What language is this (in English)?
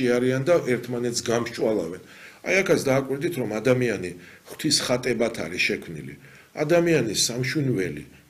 Georgian